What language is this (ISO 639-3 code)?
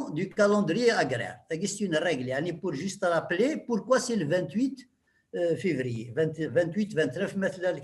kab